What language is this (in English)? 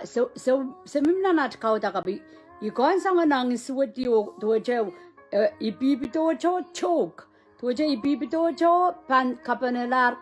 Pohnpeian